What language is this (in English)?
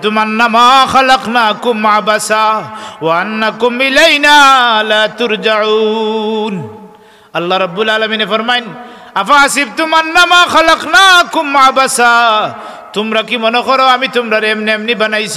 Sylheti